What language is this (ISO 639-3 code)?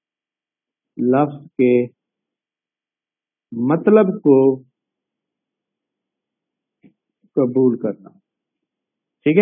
urd